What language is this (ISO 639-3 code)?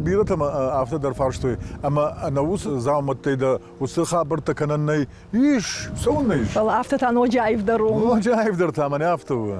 oss